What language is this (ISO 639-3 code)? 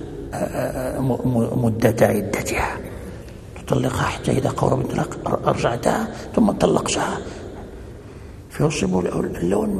ara